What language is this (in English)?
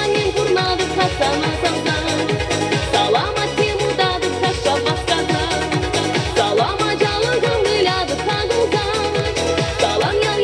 Chuvash